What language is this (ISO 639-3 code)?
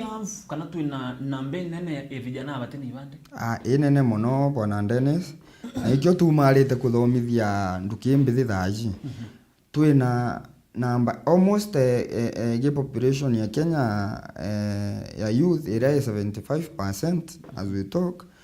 mer